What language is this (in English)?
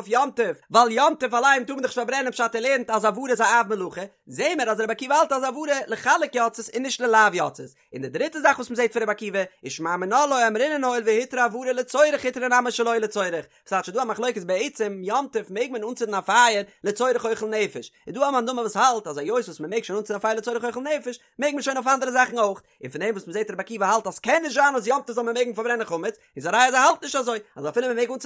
Yiddish